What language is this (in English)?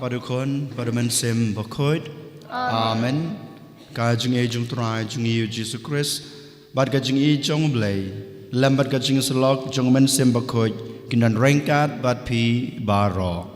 Khasi